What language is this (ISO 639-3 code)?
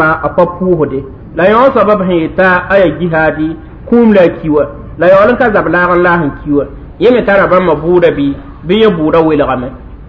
mos